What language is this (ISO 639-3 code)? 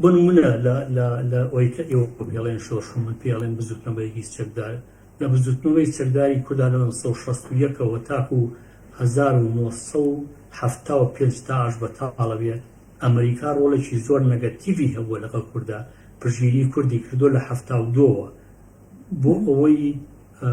ckb